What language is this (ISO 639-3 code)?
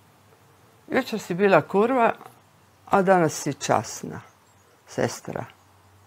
hrv